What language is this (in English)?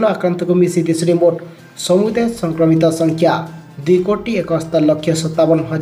Odia